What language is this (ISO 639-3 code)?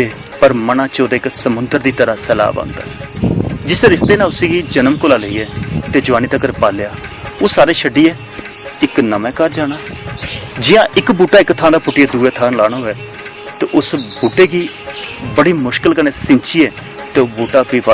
doi